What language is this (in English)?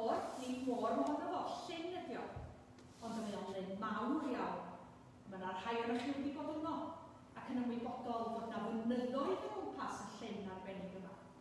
Welsh